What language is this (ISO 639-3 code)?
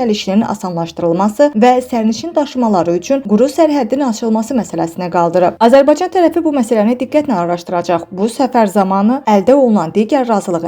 aze